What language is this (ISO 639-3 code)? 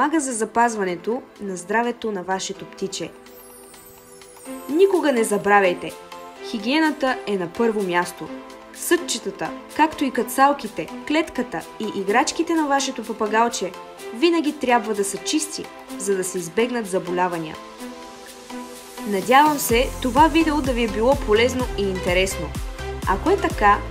bul